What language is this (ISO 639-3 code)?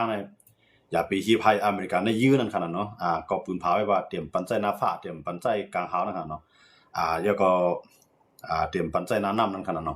shn